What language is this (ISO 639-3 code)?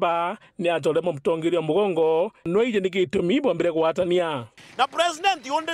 mer